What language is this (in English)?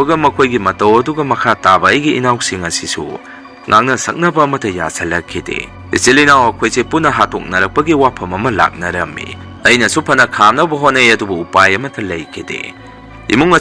Manipuri